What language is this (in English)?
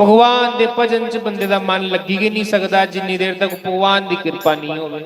Dogri